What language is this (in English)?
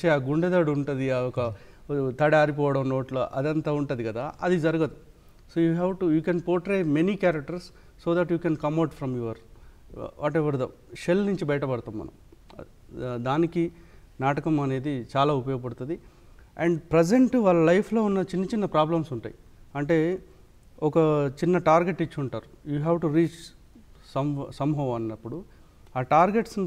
Telugu